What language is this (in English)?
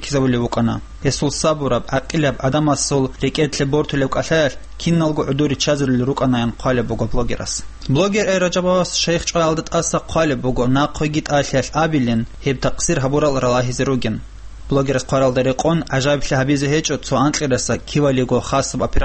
Avaric